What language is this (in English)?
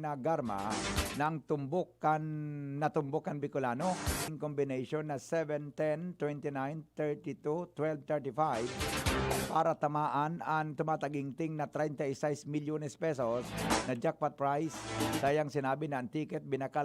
Bikol